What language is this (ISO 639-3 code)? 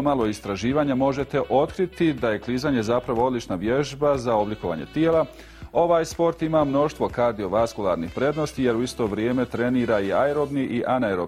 bos